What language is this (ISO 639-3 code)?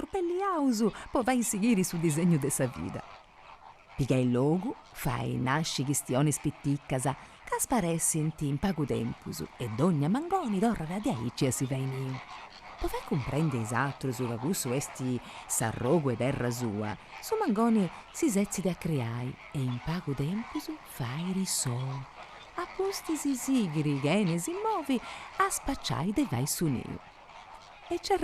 srd